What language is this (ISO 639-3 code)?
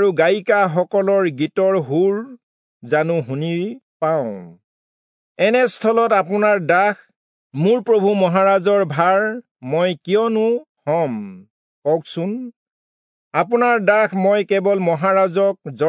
asm